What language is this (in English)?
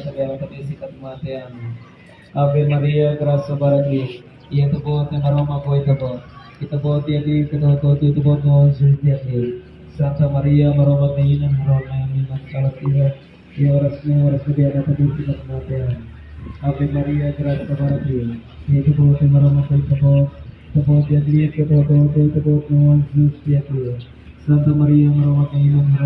Tetum